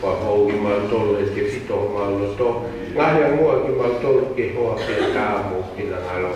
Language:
Tongan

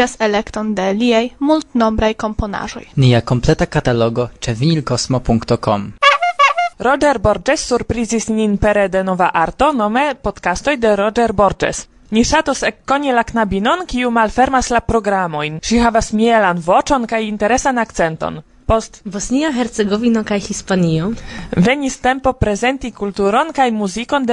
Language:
Esperanto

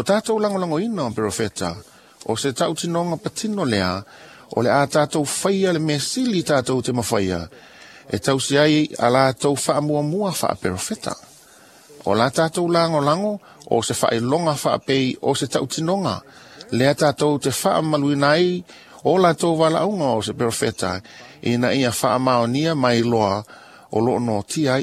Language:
Samoan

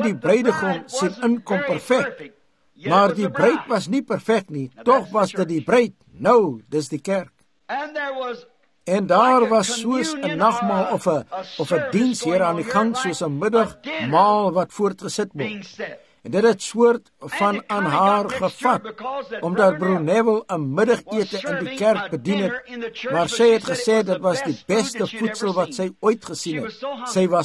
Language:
Afrikaans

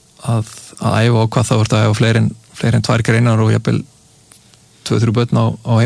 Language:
Icelandic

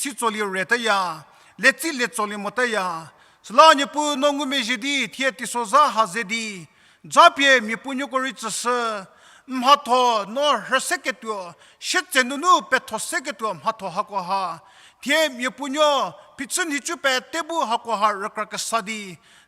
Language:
Angami Naga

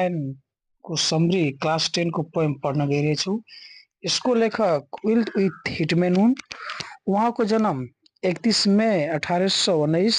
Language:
Nepali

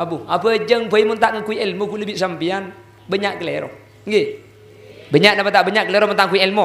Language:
Madurese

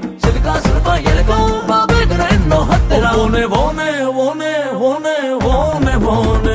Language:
Kannada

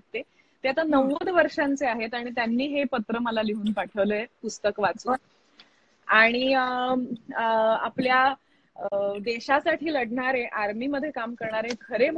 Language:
Marathi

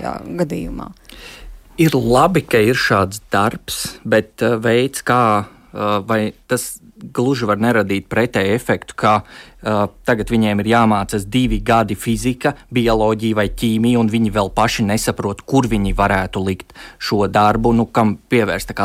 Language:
Latvian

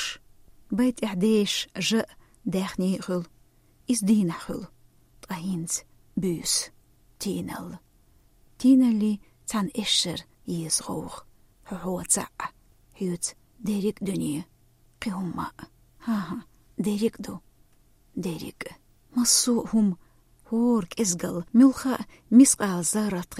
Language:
Chechen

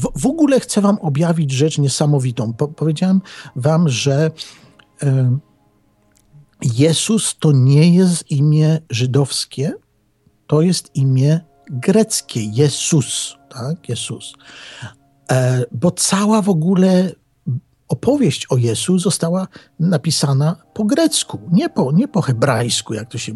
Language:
Polish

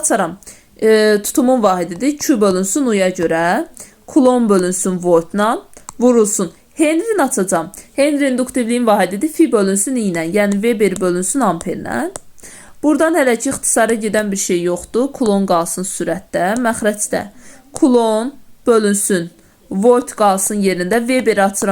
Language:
Azerbaijani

